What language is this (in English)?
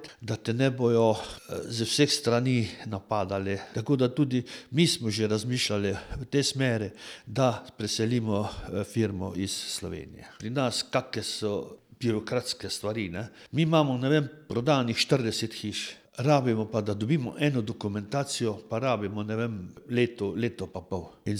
Slovenian